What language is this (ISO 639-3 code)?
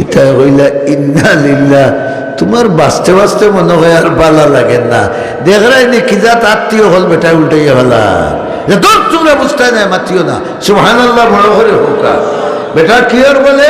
syl